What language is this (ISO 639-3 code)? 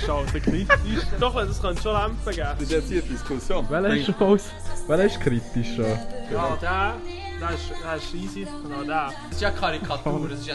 gsw